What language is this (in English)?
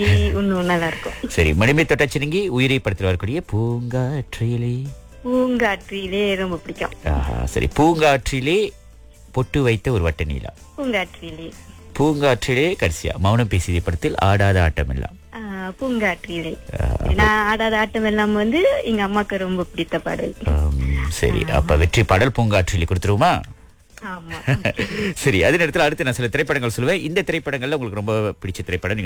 Tamil